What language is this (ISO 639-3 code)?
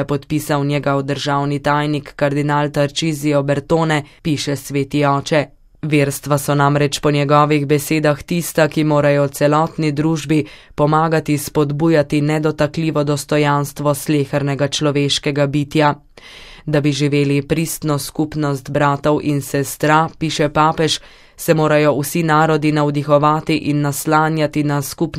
slv